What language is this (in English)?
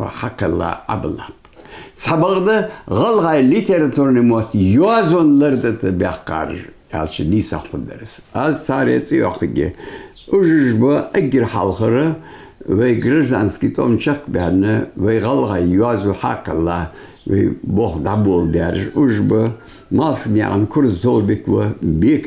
Ingush